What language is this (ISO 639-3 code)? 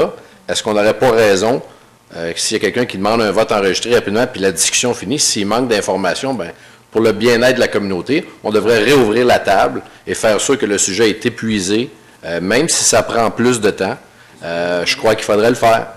fra